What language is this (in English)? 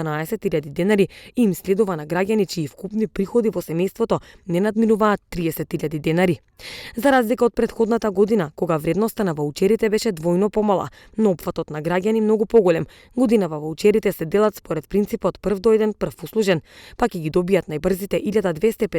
Macedonian